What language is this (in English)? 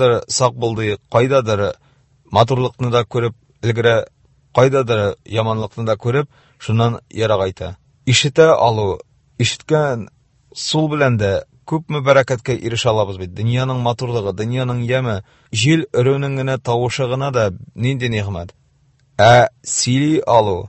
Tatar